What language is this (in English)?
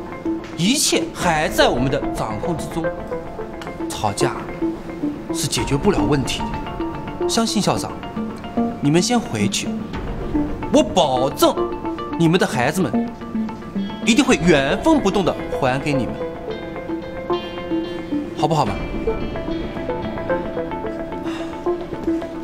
Chinese